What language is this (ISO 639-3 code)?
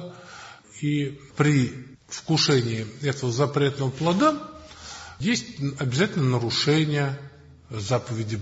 rus